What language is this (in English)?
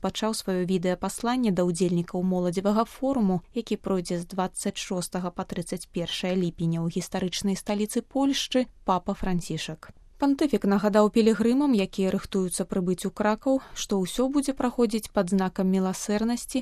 Belarusian